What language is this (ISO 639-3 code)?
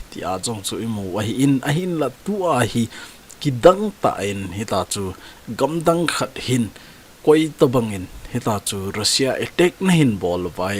tcz